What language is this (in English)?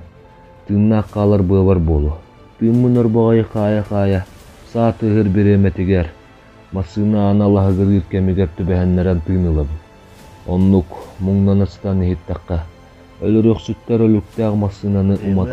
Yakut